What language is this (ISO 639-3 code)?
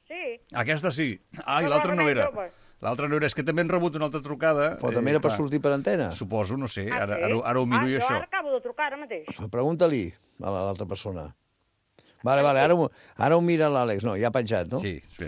cat